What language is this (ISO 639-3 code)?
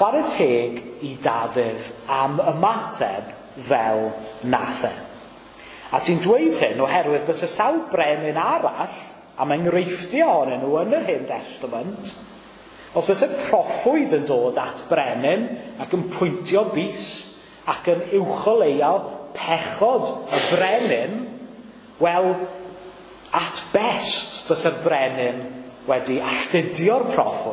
cym